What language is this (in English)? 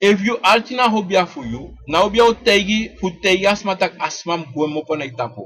Sranan Tongo